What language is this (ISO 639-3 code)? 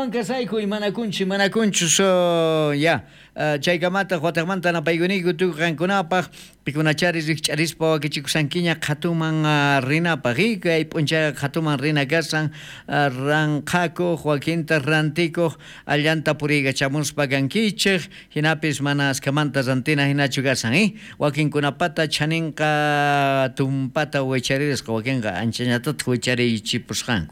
quh